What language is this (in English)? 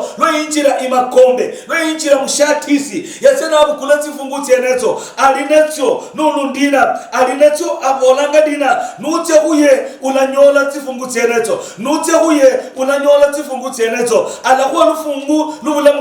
Luyia